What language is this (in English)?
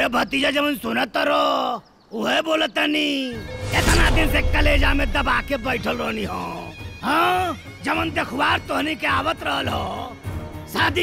Bhojpuri